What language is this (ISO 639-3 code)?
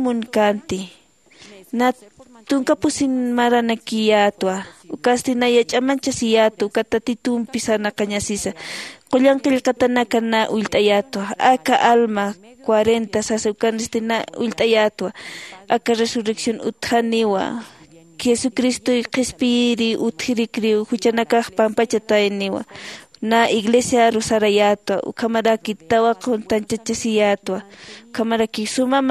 aym